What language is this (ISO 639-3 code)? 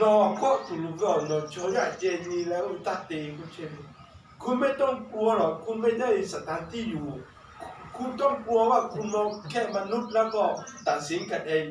lhu